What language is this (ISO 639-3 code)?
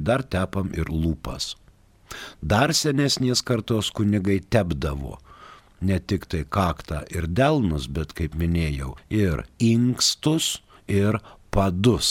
lit